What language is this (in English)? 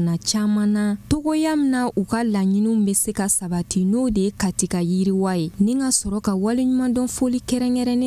Bambara